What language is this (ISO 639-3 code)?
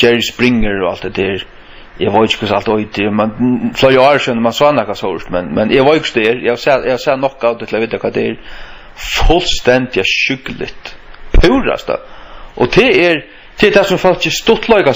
fao